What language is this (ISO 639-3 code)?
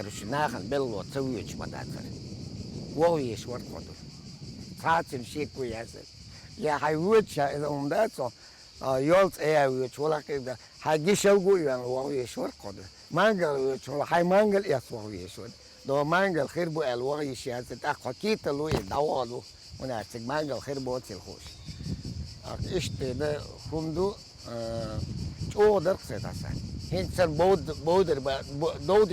che